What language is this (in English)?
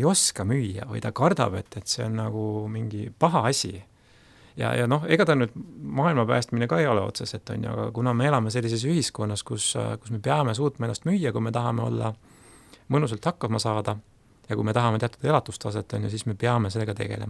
Estonian